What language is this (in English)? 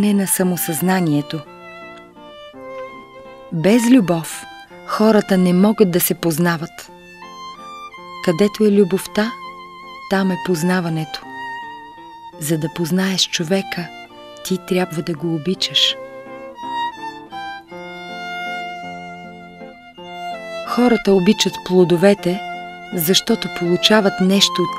Bulgarian